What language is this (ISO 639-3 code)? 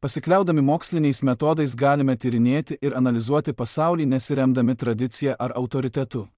lit